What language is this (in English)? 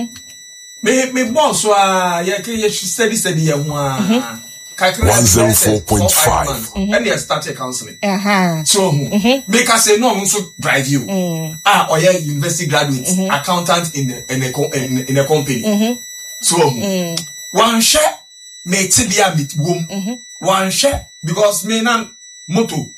Akan